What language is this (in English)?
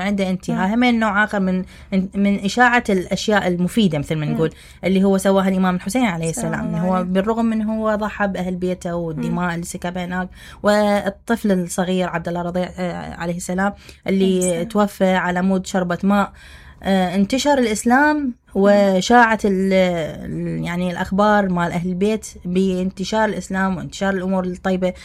Mesopotamian Arabic